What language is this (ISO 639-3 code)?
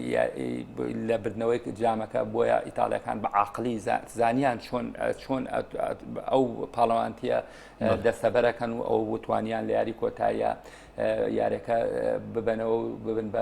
ckb